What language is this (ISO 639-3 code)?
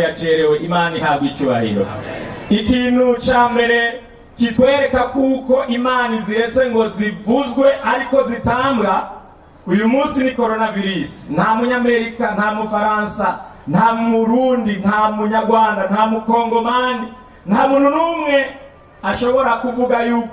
run